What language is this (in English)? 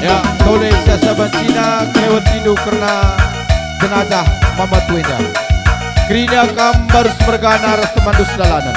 Batak Karo